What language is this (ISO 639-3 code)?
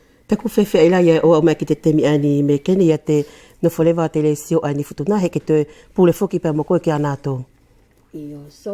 wls